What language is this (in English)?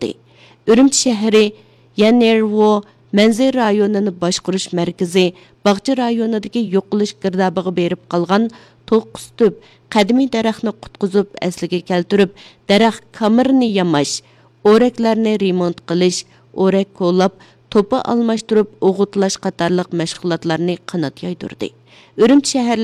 Uyghur